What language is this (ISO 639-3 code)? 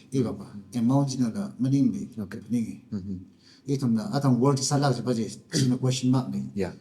nmf